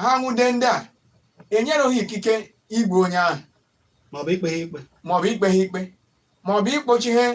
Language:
Igbo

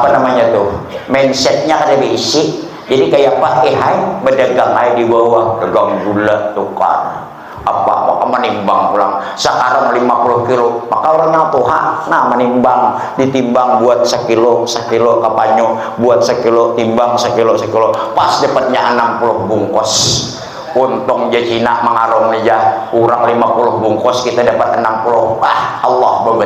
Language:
Banjar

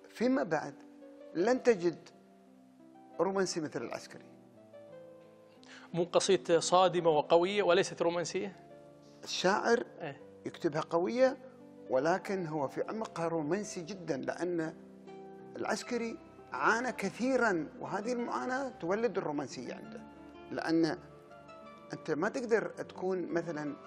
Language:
Arabic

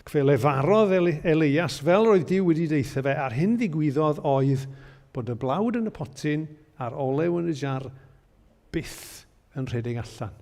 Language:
Welsh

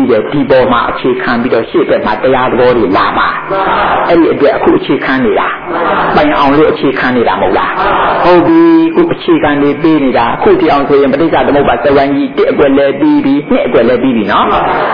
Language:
Burmese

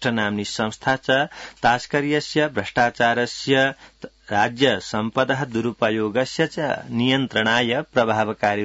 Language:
Sanskrit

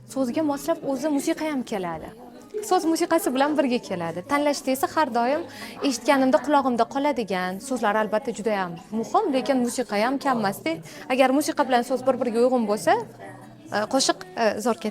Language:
Uzbek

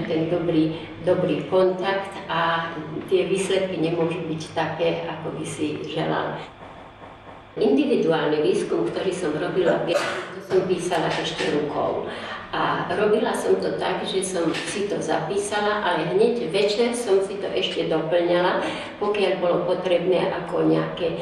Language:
Slovak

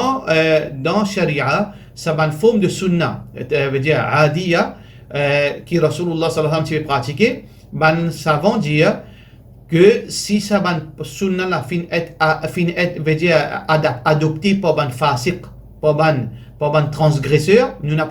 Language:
Morisyen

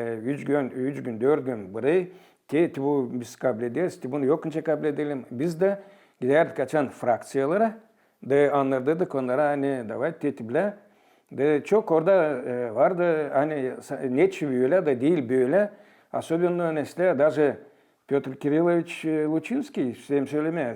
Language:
Gagauz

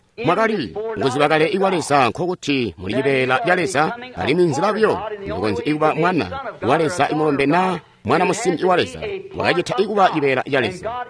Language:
Tonga (Zambia)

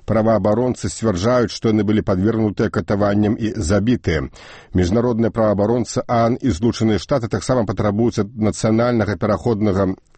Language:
Belarusian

